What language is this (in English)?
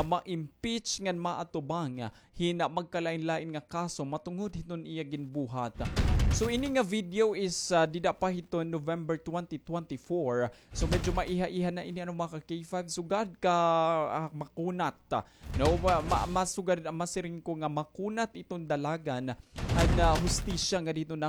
Waray